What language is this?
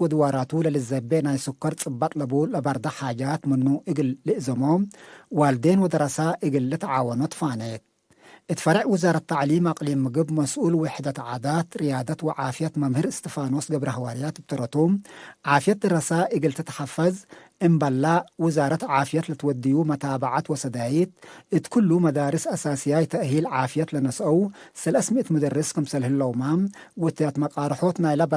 Tigre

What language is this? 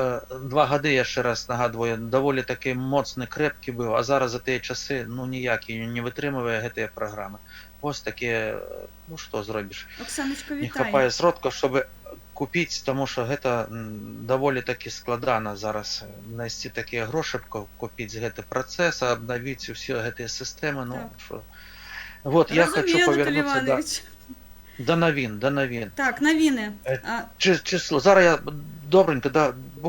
Belarusian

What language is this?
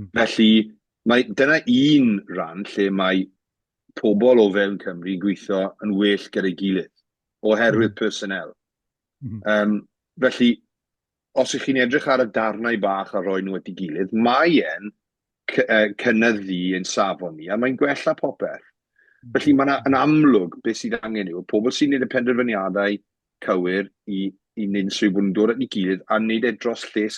Welsh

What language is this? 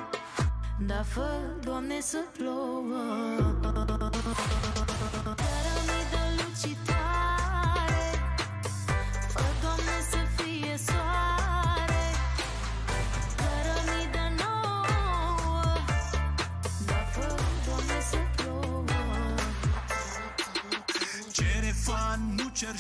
Romanian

